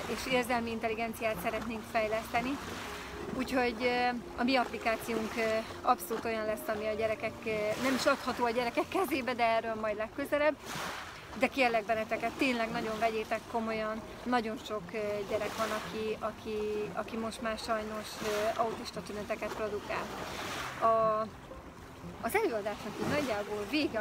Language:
Hungarian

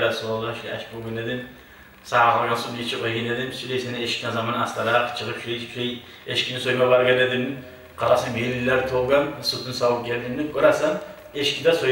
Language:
Kumyk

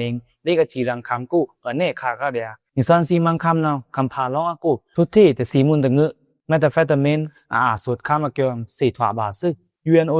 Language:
Pa'o Karen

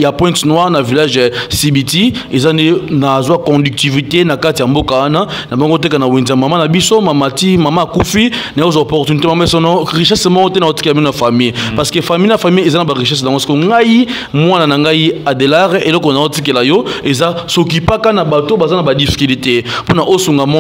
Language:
Lingala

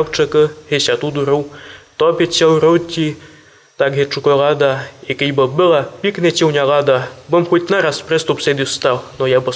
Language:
Rusyn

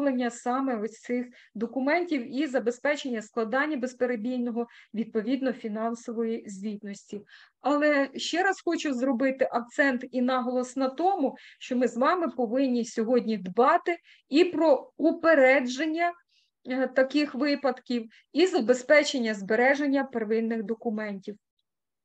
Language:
Ukrainian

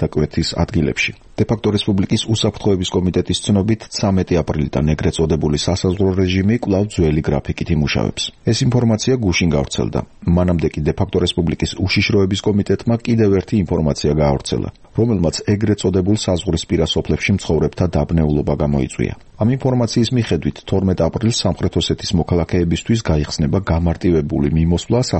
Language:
Georgian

